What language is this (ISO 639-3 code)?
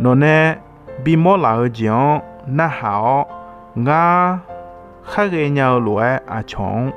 ahk